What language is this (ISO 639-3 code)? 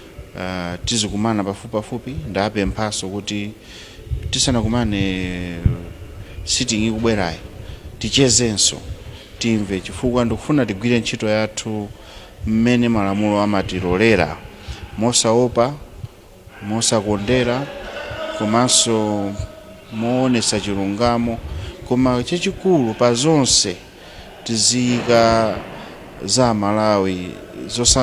nya